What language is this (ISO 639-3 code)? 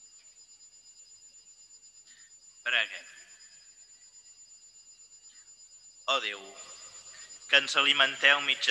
cat